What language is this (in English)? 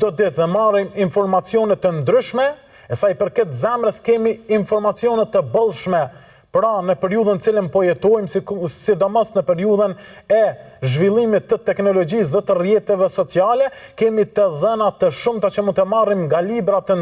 Albanian